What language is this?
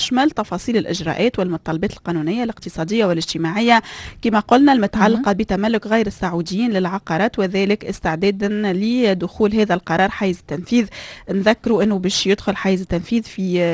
Tunisian Arabic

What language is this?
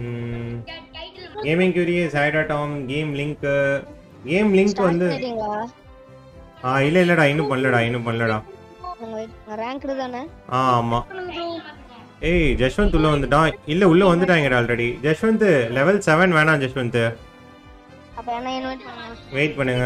Tamil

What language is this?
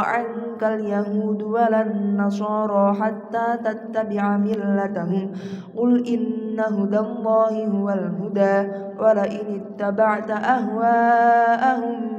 Arabic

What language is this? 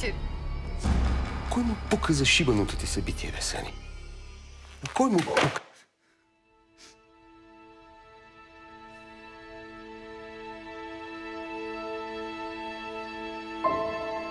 Bulgarian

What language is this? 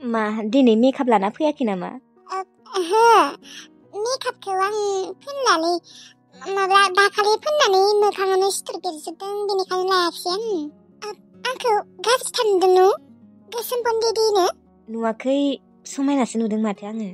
Bodo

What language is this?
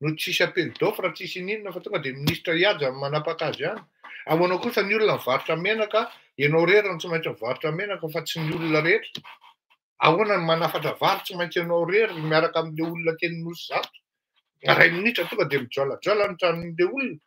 Malagasy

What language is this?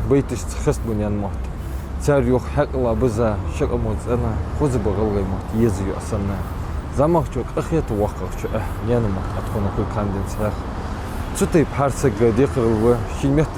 Ingush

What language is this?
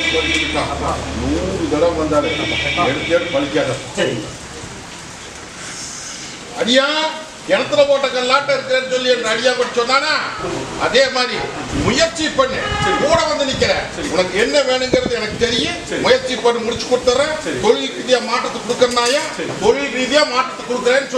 Tamil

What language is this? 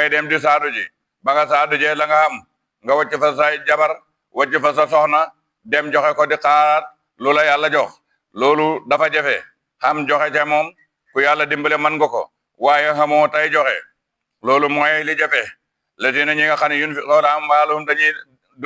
Wolof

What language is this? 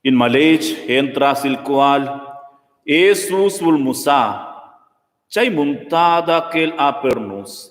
Romansh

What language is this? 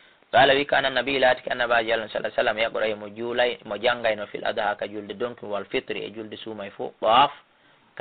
Fula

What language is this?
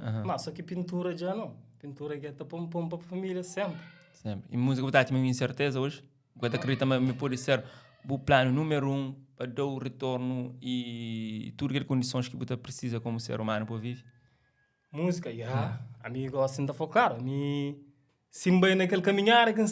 Kabuverdianu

